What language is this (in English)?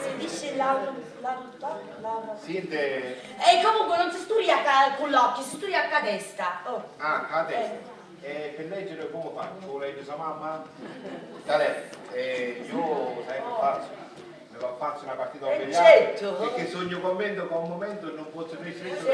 Sicilian